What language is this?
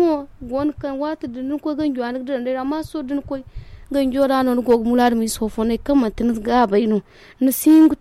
Zarma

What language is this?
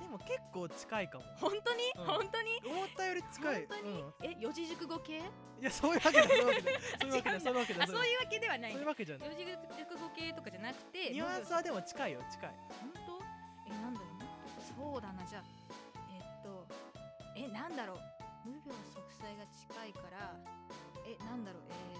Japanese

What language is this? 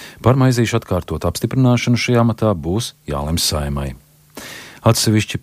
Latvian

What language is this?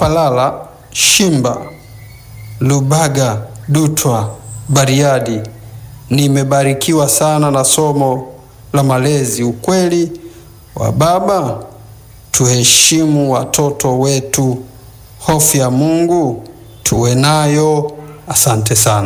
Swahili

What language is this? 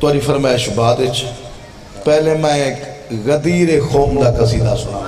Saraiki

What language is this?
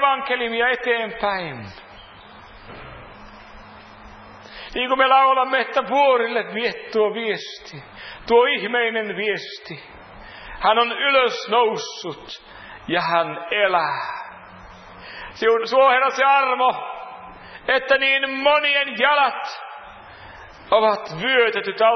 Finnish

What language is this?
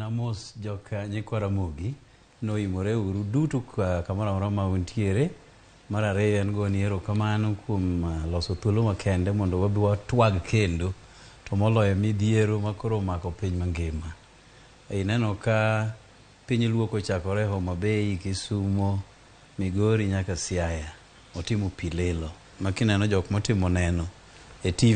Luo (Kenya and Tanzania)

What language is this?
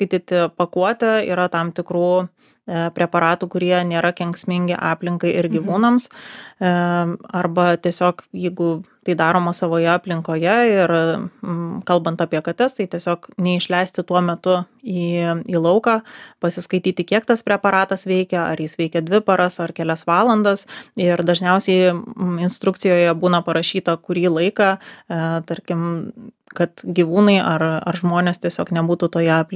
Lithuanian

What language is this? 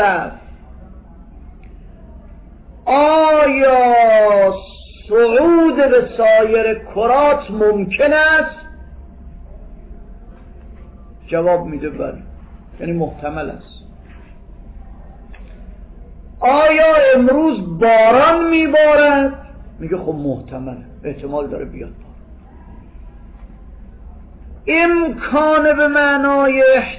Persian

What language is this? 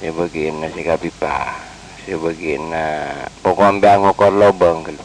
Madurese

